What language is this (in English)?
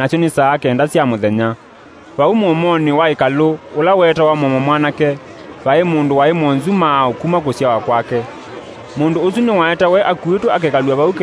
Kamba